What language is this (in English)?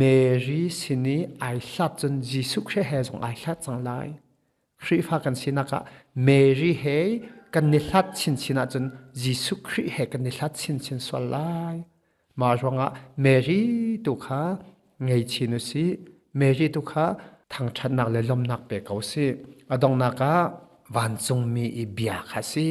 Hakha Chin